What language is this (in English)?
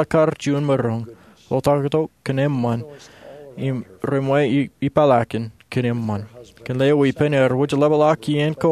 Marshallese